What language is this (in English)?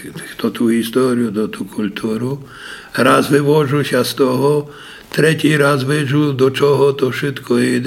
Rusyn